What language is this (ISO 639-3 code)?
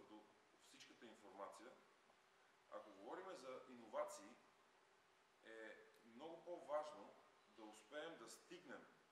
bul